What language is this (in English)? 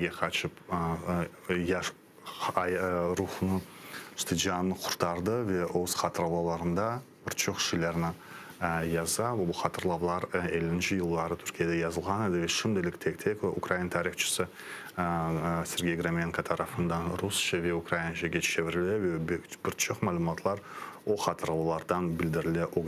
Crimean Tatar